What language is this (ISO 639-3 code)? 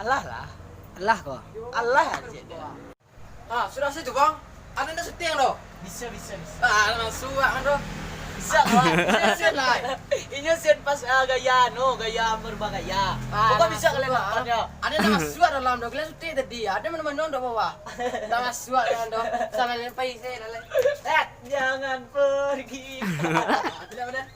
min